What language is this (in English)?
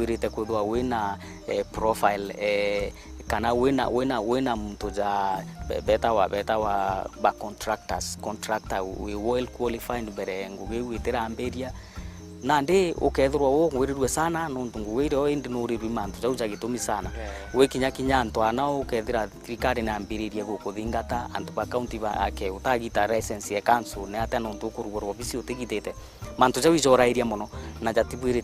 Meru